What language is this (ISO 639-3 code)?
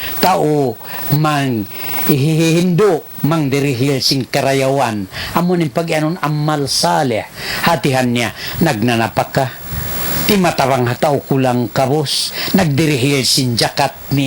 tsg